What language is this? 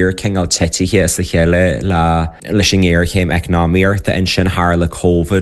Irish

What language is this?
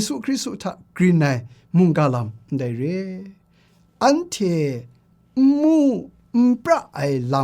Kachin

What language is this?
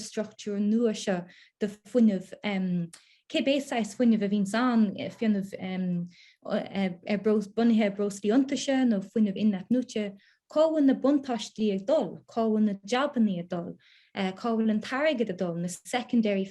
Irish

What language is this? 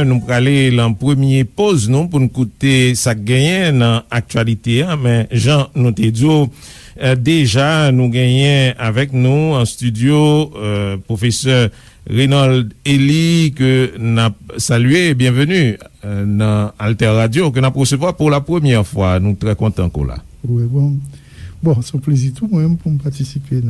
Haitian Creole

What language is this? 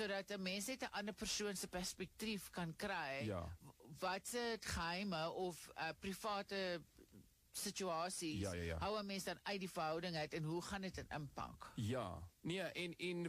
Afrikaans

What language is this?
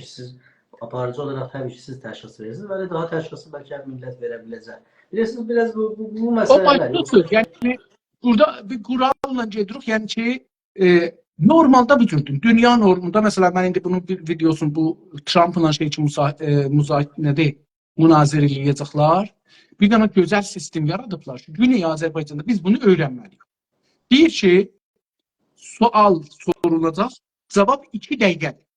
South Azerbaijani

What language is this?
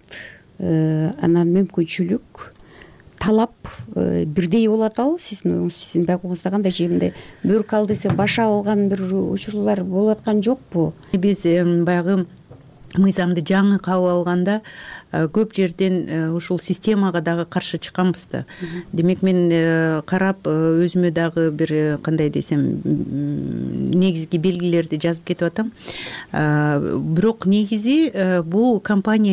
Kyrgyz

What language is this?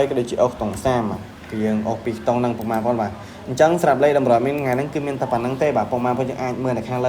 Khmer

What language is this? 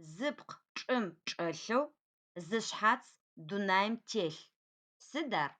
Adyghe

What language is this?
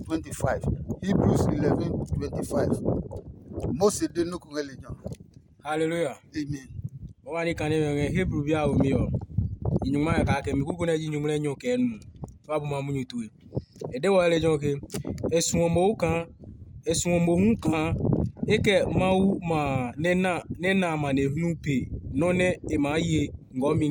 Adangme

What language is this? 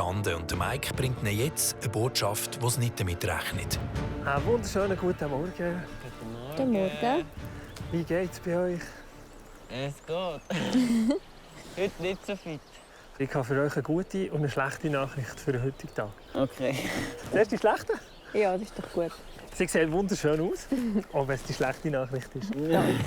Swiss German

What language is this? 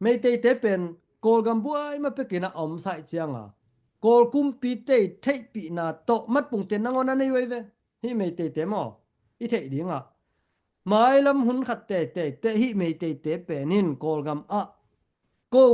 Tedim Chin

